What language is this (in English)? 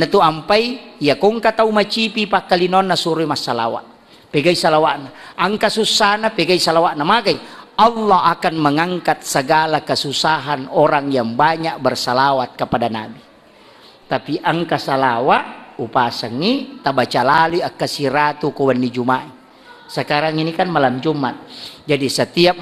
Buginese